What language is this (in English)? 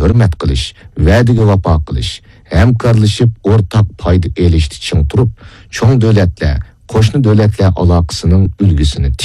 Uyghur